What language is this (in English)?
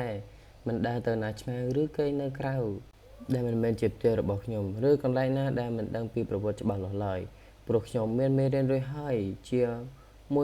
Khmer